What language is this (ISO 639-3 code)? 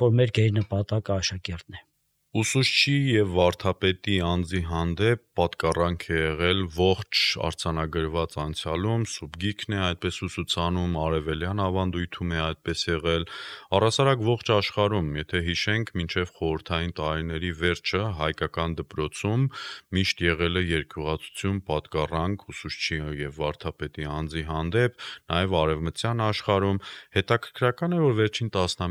hye